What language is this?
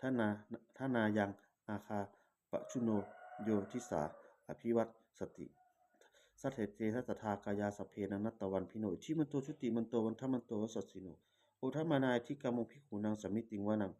Pali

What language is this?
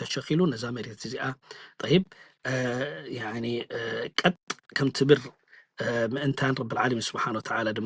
Tigrinya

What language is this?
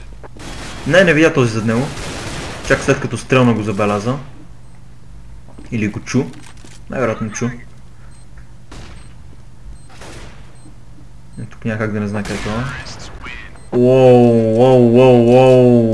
Bulgarian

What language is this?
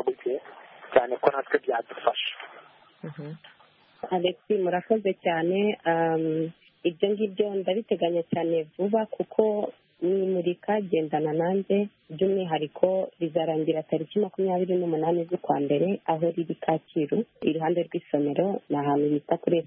Kinyarwanda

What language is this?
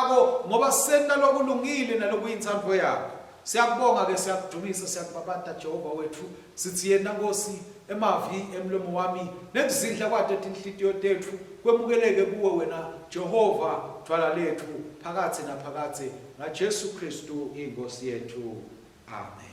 Swati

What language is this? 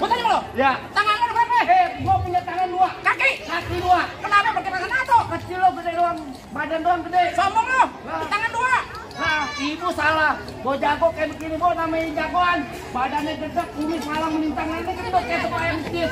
Betawi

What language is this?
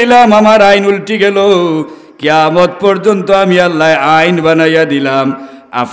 Sylheti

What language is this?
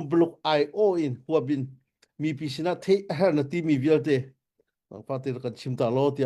Hakha Chin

